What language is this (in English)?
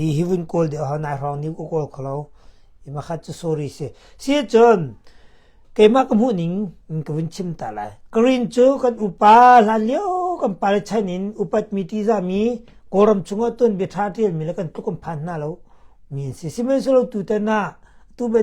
Hakha Chin